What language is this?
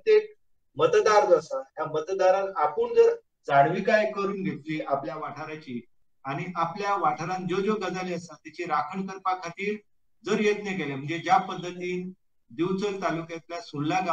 Konkani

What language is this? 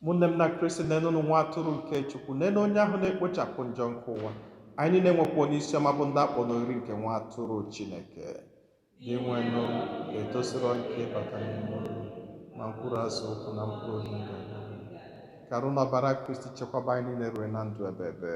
Igbo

